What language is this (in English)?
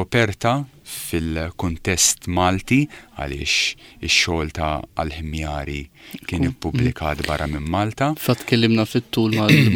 Maltese